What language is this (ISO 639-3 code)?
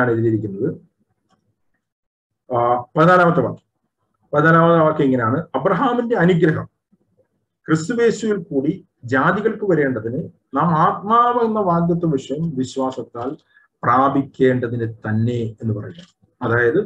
mal